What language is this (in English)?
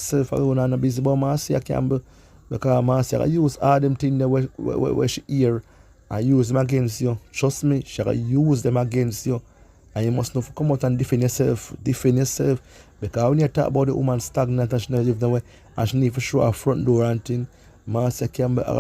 Jamaican Creole English